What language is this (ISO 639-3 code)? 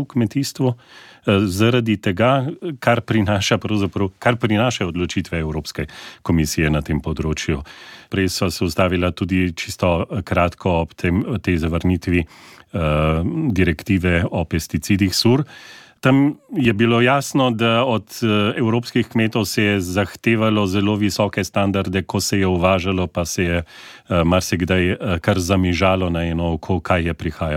slv